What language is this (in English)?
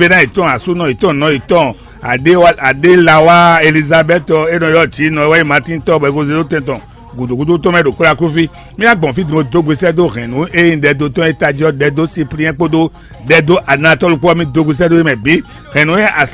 Fon